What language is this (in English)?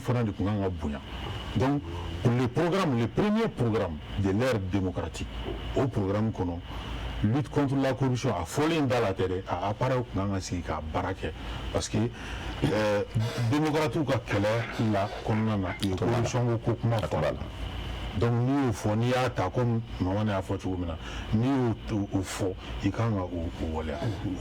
Bambara